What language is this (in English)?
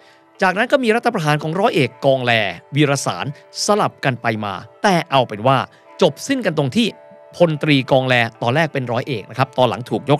Thai